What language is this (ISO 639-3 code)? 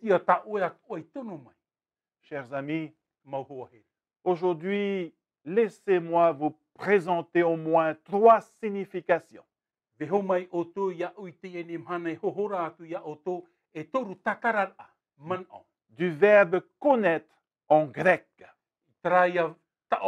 tah